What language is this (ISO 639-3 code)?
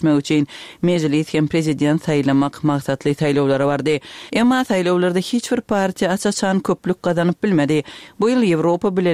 tuk